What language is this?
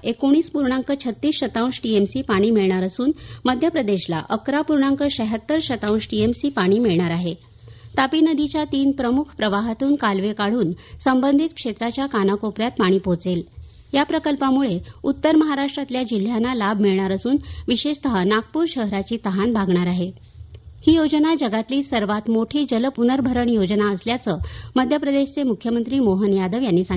Marathi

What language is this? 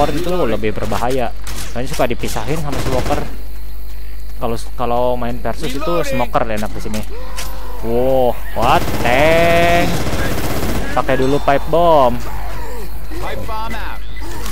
Indonesian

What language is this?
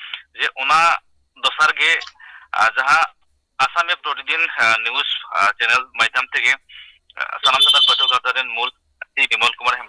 Santali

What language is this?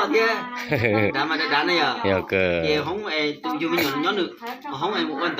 Hmong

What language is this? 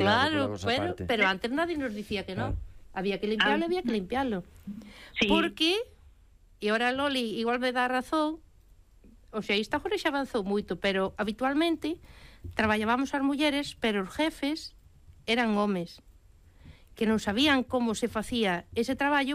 Galician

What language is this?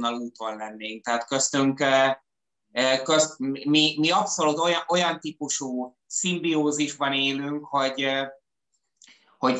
Hungarian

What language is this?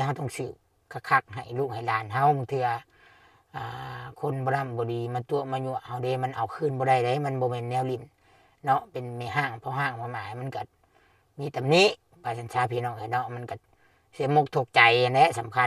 Lao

